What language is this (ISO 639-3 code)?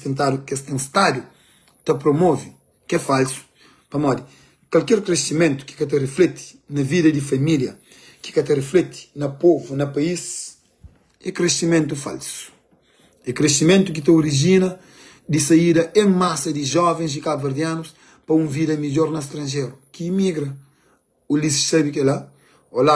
kea